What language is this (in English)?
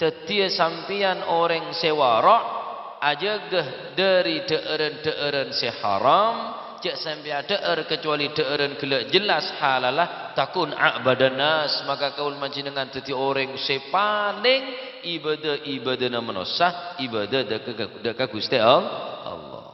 Madurese